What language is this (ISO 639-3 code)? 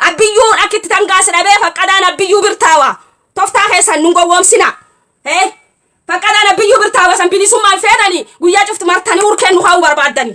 orm